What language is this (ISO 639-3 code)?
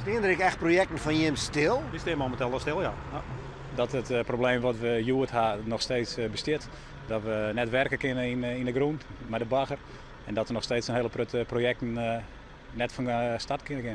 fry